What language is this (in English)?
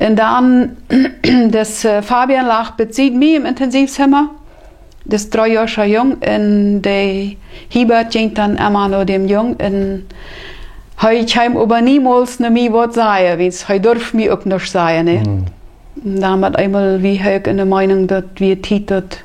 Plautdietsch